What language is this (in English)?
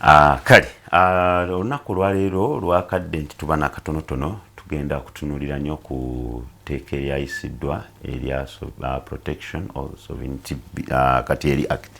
Ganda